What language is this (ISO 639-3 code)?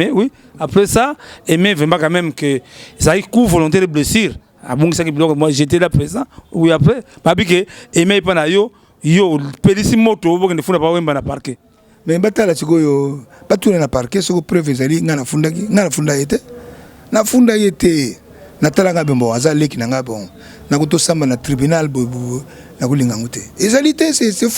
lin